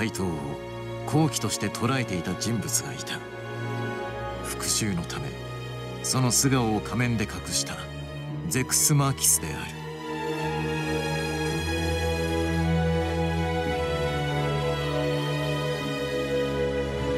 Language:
Japanese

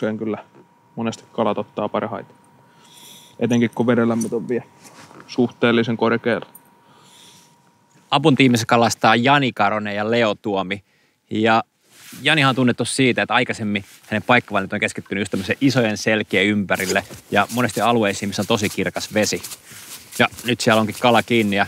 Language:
Finnish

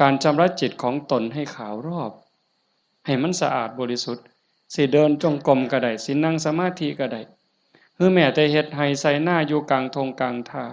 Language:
Northeastern Thai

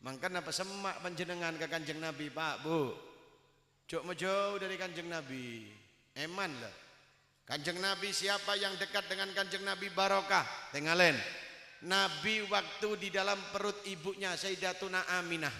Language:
Madurese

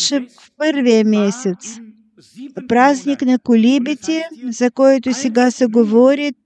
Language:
Bulgarian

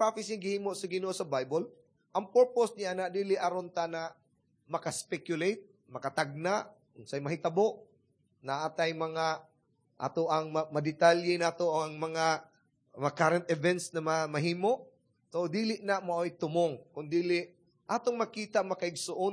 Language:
Cebuano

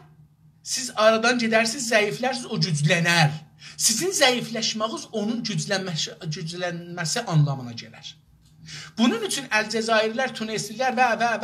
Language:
South Azerbaijani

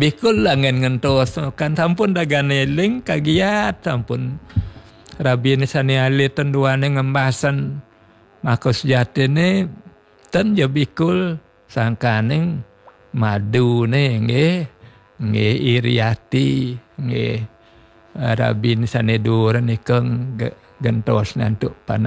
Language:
Balinese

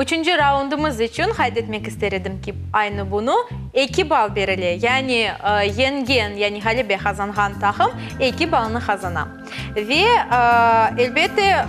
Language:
Crimean Tatar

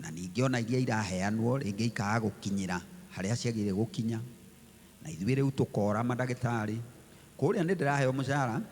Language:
Kikuyu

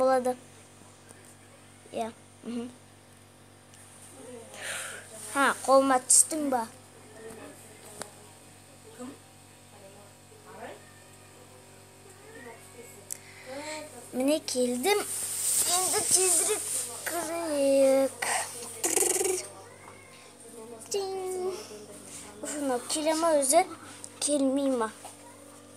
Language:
Kazakh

